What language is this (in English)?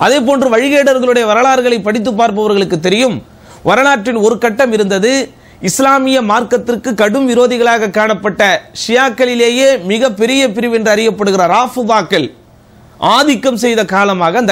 Tamil